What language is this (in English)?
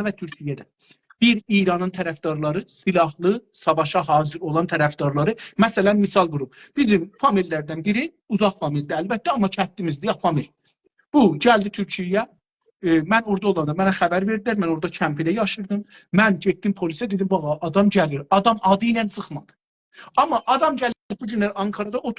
South Azerbaijani